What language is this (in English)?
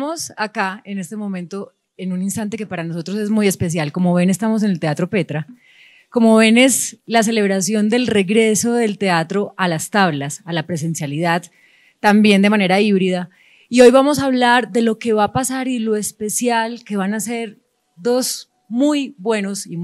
Spanish